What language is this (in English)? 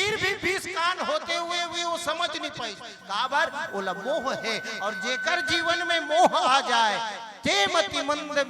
Chhattisgarhi